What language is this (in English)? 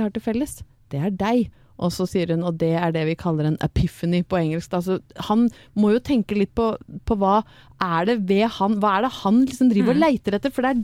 Norwegian